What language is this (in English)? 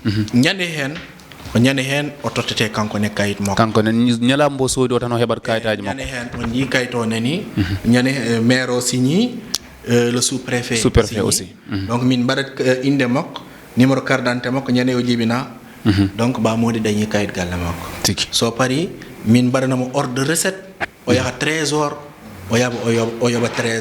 Fula